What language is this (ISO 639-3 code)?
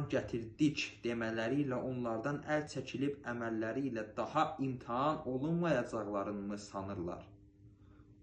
aze